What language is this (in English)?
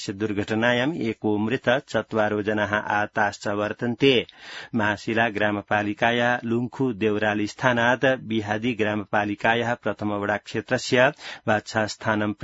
Sanskrit